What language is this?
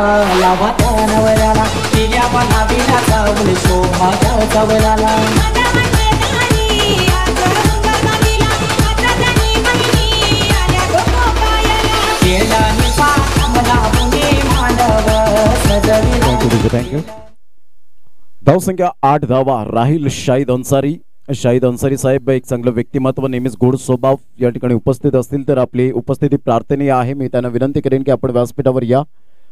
Marathi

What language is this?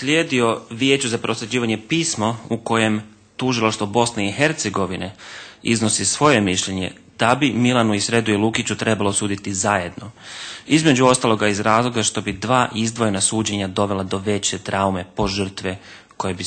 Bosnian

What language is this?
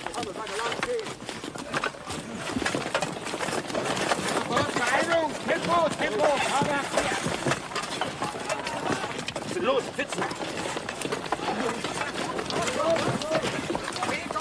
German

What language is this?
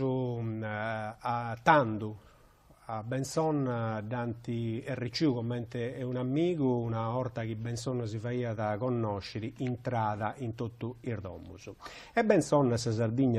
Sardinian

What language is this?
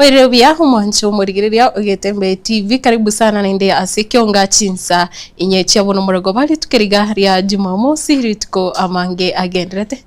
Gusii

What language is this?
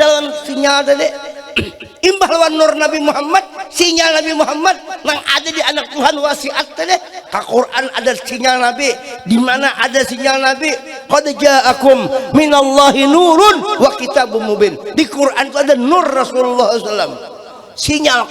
Banjar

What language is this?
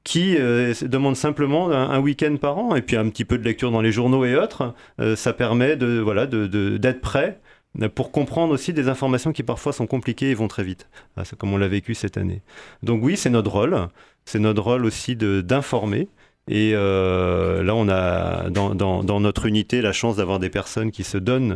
French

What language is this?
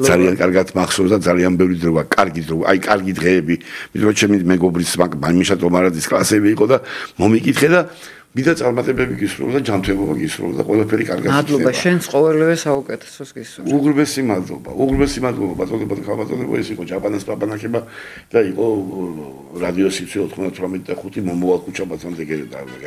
Georgian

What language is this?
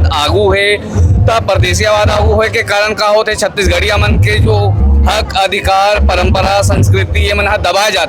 Chhattisgarhi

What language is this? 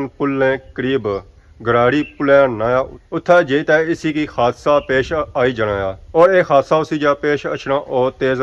Pahari-Potwari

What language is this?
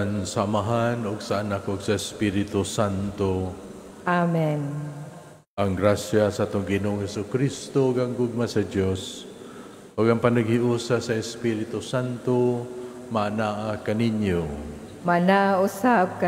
Cebuano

